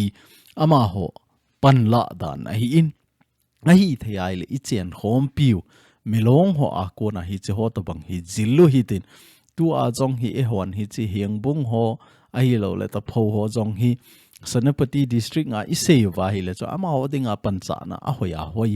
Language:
Thado Chin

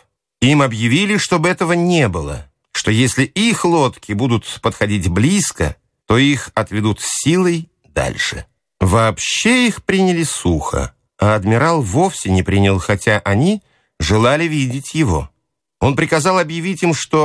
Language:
Russian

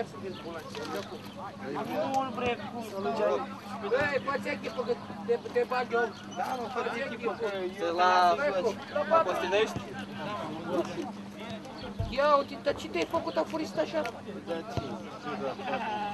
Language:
Romanian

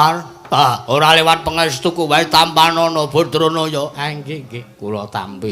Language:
Javanese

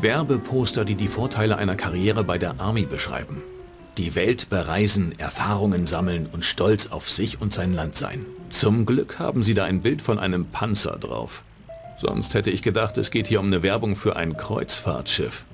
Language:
Bavarian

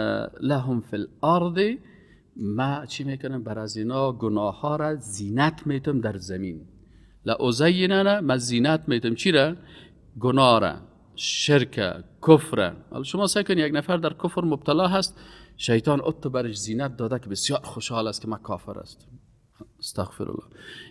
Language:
Persian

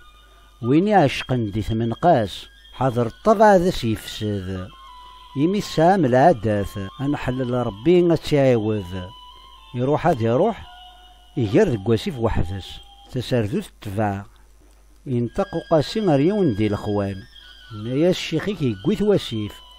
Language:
Kabyle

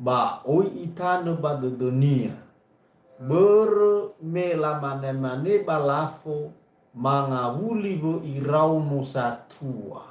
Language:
Nias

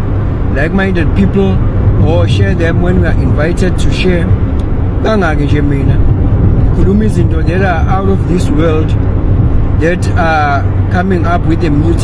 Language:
Zulu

